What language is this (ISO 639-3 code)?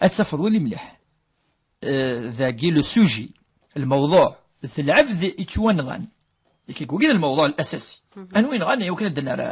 kab